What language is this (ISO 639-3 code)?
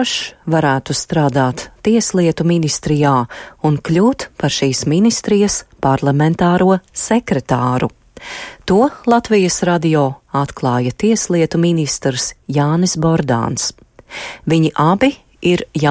lav